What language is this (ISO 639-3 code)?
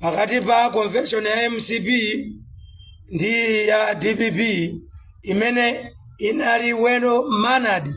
nya